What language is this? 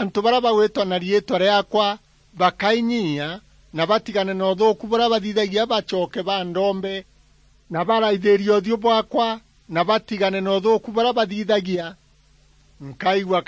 Meru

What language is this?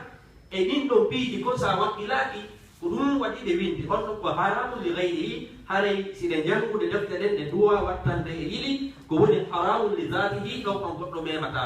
Fula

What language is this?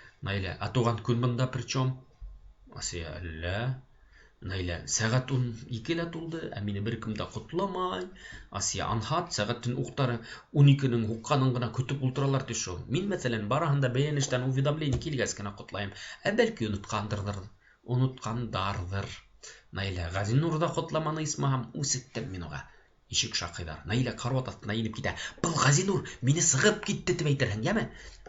Bashkir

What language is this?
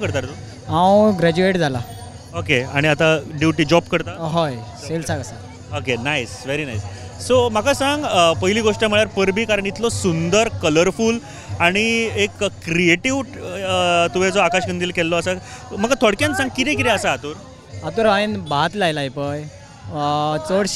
Konkani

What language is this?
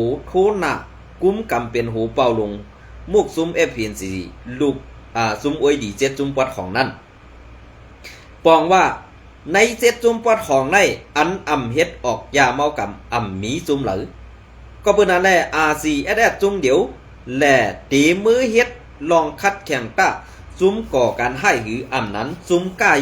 Shan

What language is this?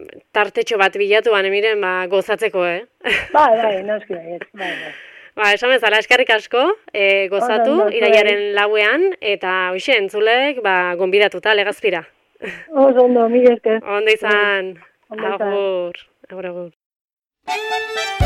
Basque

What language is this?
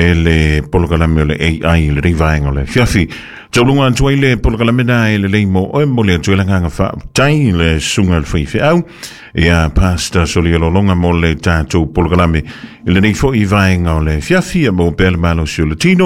Samoan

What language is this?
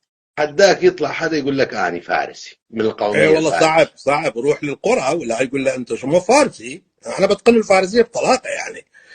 North Levantine Arabic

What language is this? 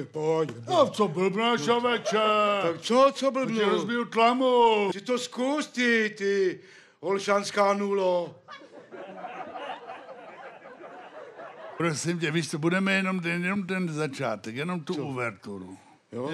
Czech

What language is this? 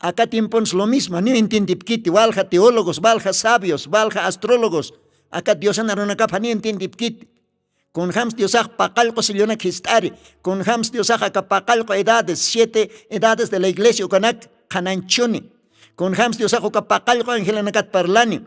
Aymara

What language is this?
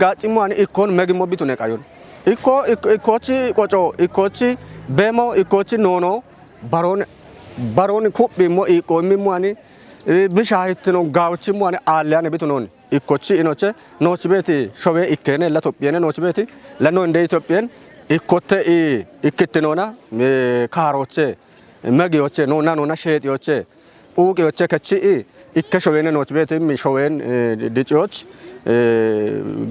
Kafa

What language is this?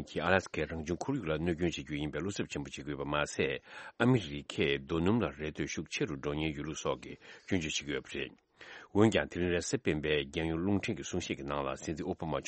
Tibetan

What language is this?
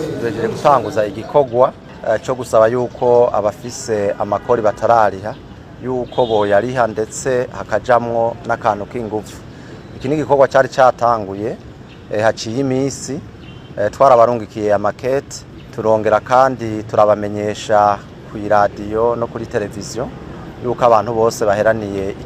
Rundi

